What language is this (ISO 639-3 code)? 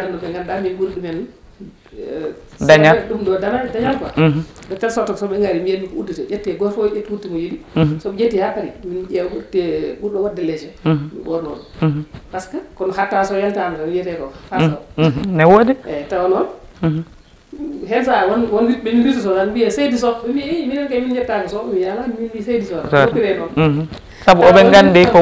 ful